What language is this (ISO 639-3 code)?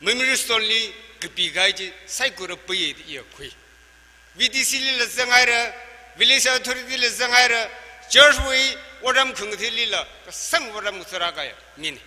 nmf